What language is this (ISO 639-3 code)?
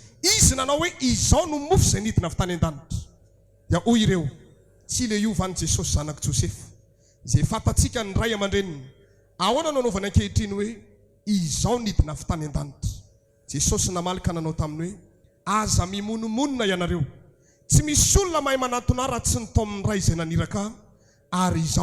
mlg